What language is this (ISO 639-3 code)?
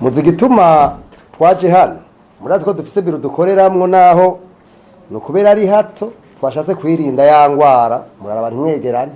run